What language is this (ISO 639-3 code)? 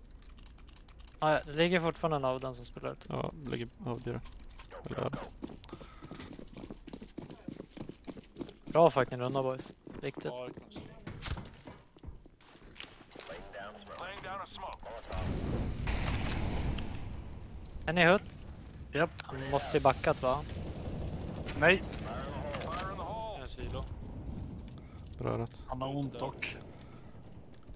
swe